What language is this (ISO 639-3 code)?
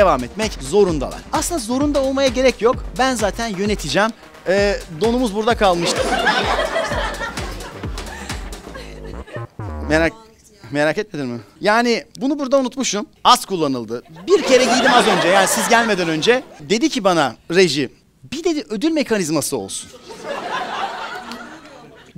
tur